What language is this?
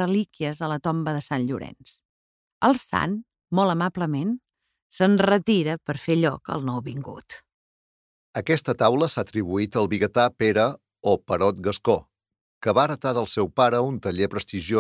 Catalan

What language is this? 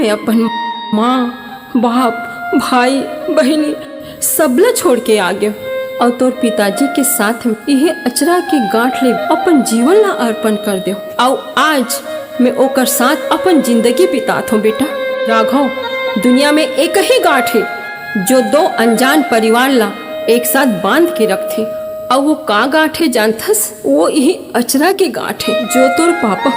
Chhattisgarhi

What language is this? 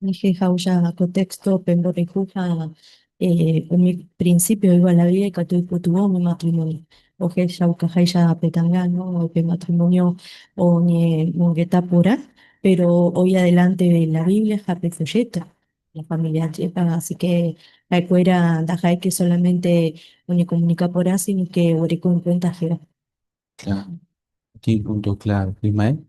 Guarani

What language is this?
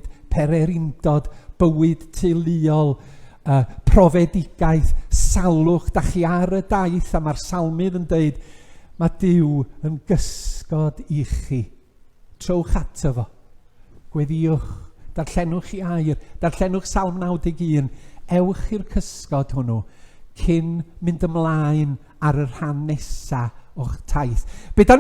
Welsh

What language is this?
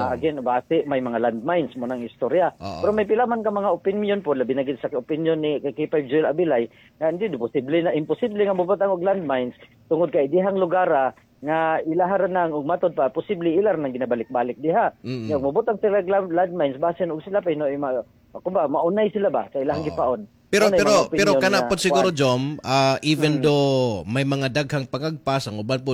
Cebuano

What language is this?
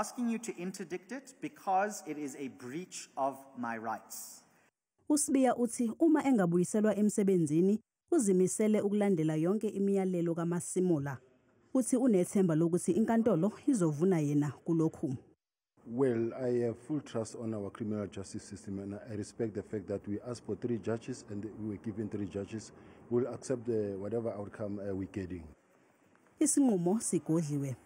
Zulu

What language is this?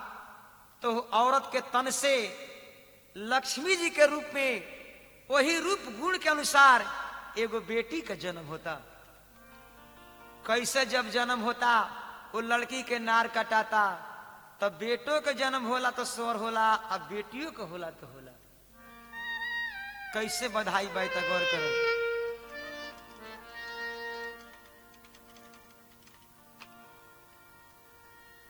Bhojpuri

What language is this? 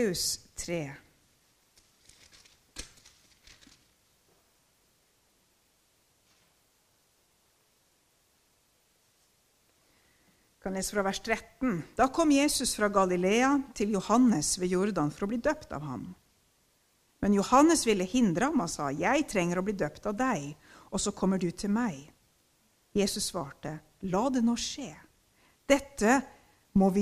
Norwegian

